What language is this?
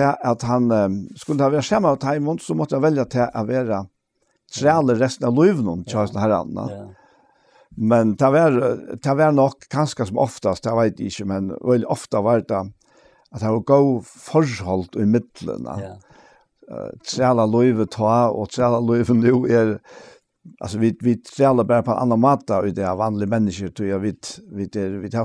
Faroese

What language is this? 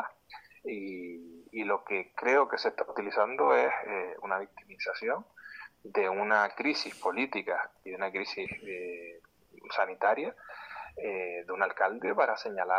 Spanish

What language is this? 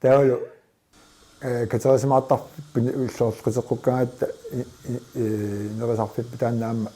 Kalaallisut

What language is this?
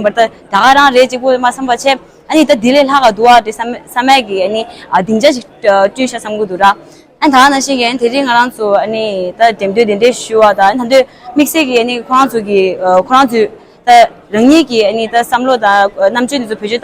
Tibetan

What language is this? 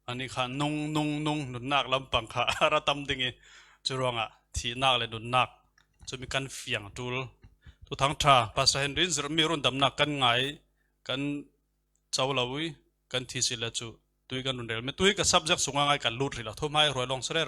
Falam Chin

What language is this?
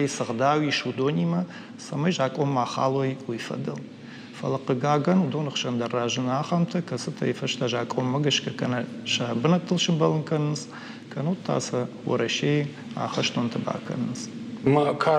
Ossetic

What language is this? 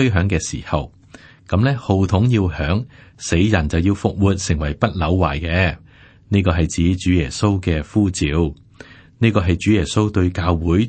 Cantonese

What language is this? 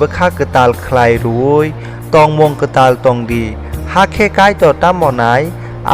Kok Borok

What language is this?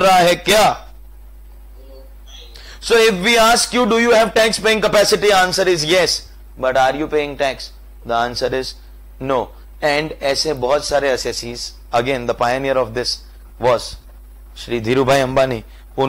Hindi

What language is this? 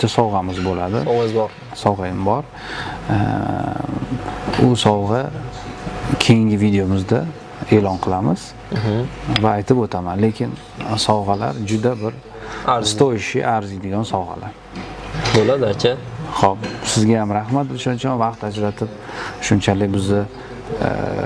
Uzbek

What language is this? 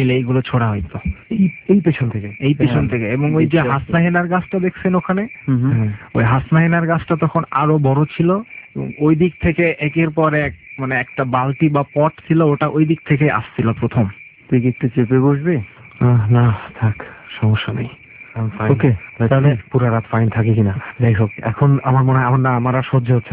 Bangla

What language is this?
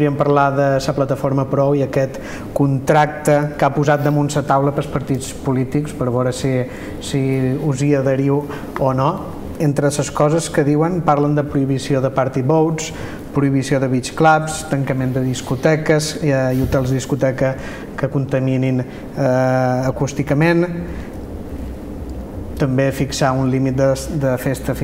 Catalan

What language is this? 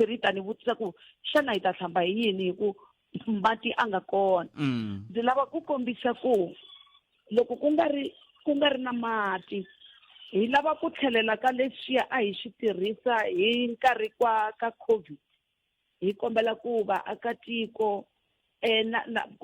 Tsonga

